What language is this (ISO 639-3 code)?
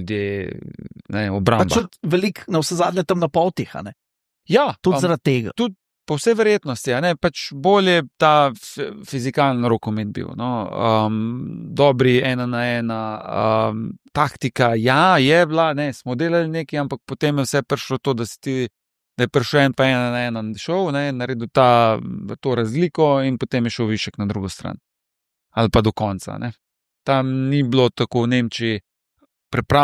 slv